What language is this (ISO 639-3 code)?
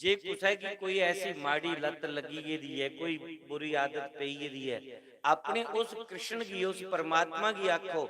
doi